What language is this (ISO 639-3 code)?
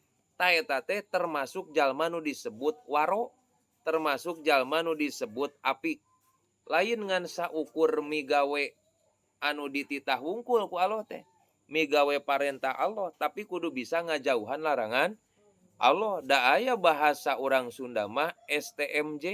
sun